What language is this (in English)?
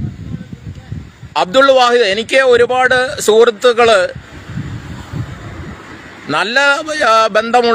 Malayalam